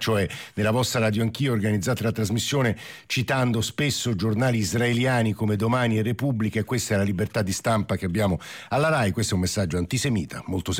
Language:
Italian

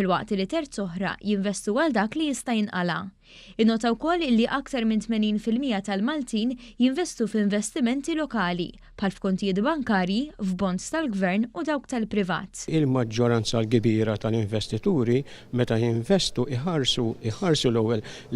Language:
Maltese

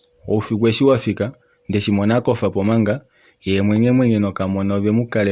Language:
Kuanyama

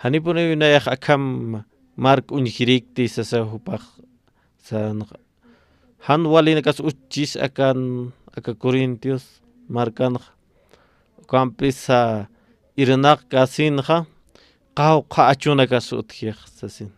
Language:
Aymara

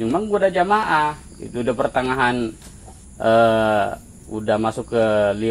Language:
Betawi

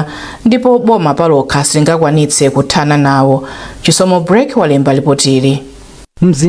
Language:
Nyanja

